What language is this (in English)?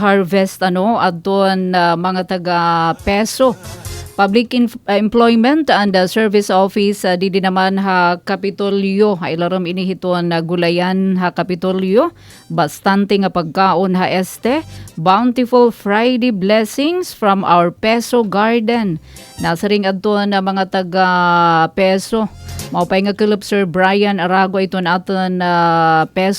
Waray